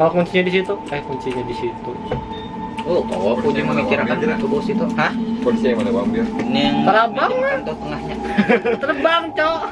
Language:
Banjar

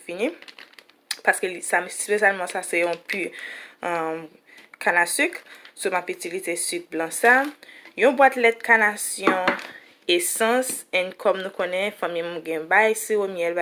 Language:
Haitian Creole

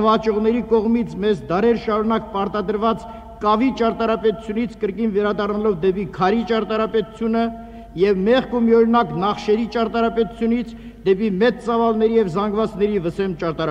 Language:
Armenian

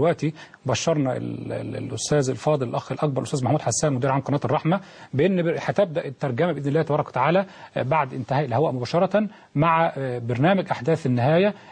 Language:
Egyptian Arabic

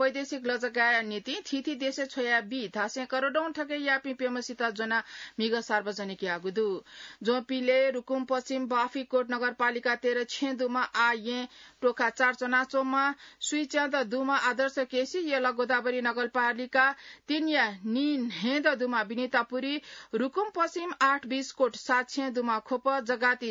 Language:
Newari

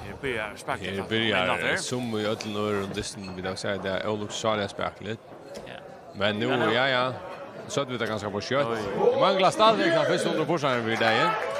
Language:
Faroese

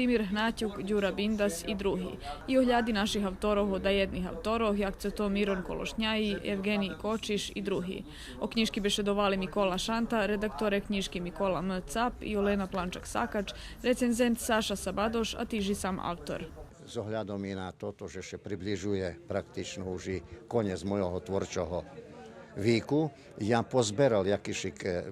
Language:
Rusyn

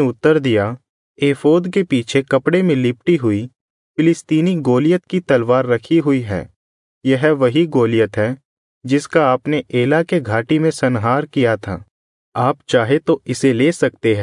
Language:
Hindi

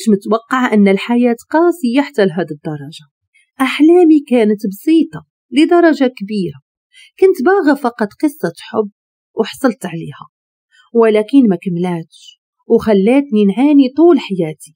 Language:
Moroccan Arabic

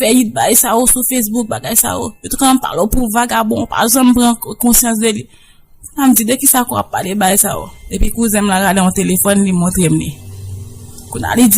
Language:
Haitian Creole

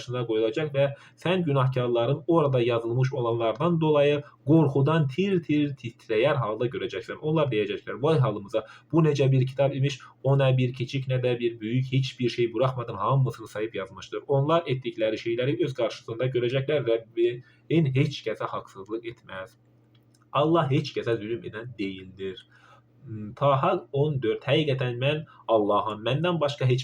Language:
Azerbaijani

